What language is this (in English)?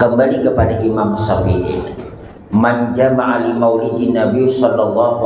Banjar